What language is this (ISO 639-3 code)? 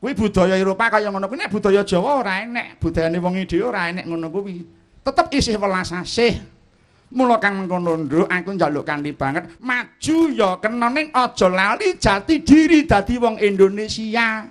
jav